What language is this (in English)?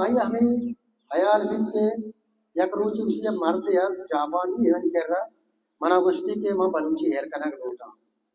Baluchi